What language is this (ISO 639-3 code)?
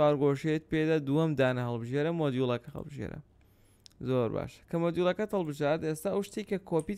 ckb